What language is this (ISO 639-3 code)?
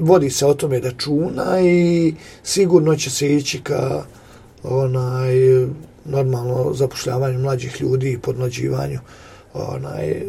hrv